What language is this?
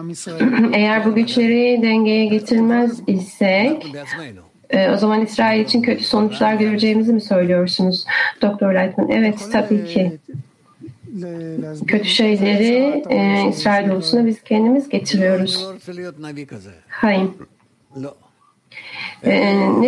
Turkish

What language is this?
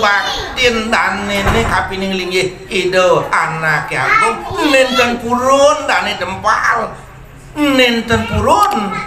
Balinese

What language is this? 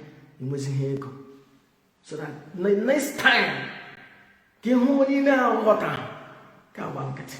Igbo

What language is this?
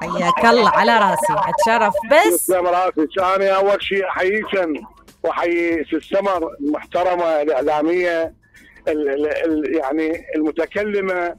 Mesopotamian Arabic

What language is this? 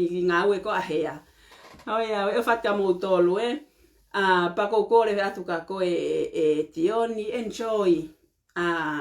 Tongan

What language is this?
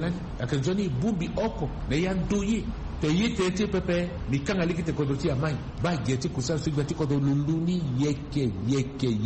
Sango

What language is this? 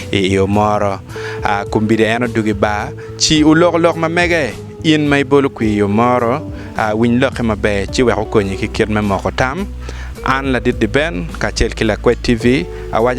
Acoli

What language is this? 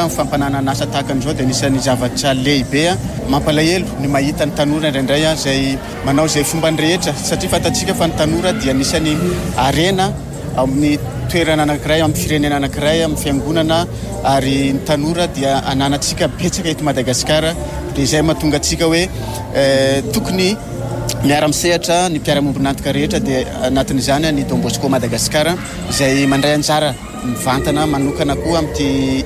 Malagasy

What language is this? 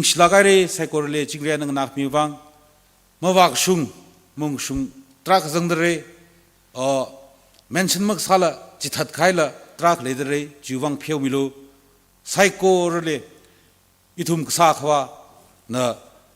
Tangkhul Naga (India)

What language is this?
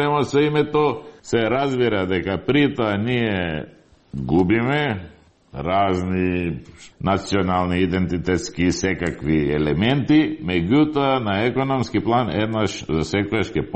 Macedonian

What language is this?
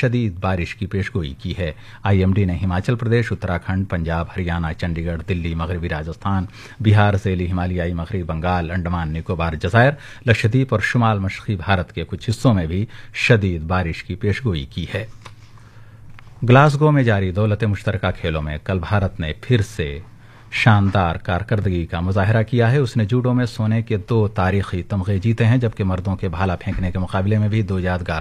Urdu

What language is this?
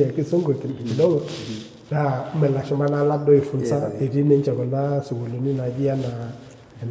Masai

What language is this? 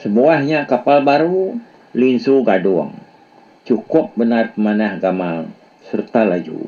Iban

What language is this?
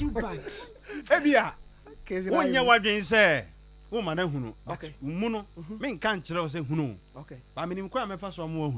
Akan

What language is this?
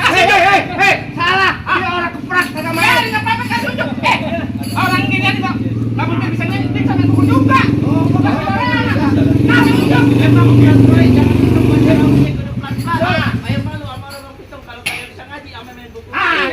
Betawi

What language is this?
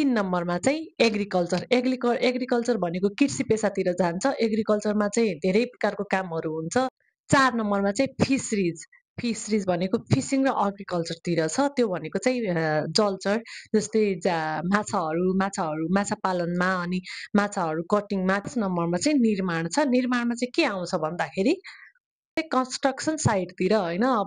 Nepali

